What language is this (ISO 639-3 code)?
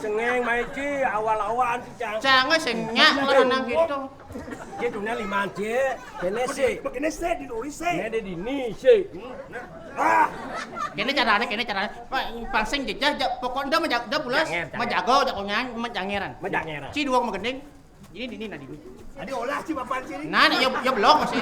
ban